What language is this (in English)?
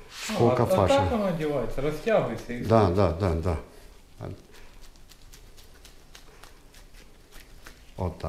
Russian